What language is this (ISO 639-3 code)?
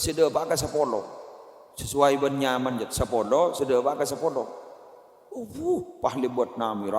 mad